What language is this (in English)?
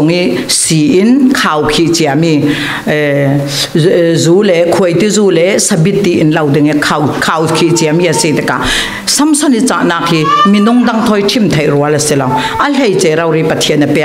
Falam Chin